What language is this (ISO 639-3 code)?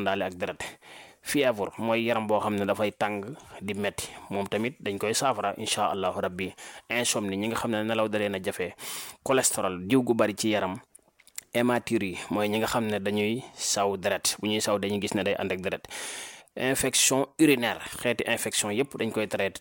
wol